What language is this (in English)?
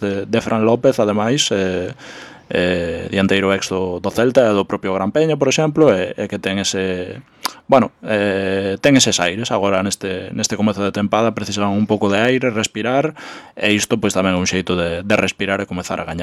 Galician